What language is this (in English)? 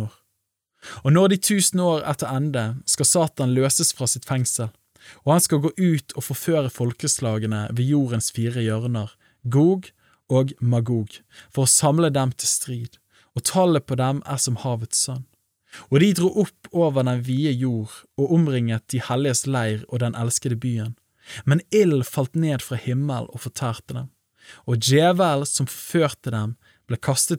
Norwegian